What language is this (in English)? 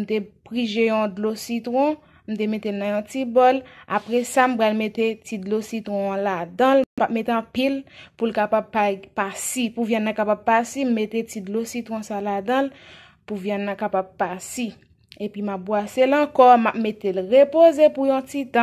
Haitian Creole